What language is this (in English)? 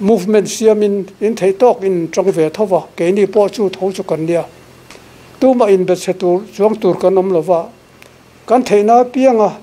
Mizo